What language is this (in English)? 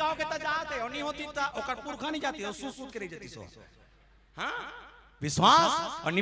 Chhattisgarhi